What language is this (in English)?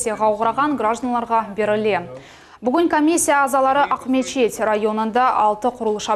Crimean Tatar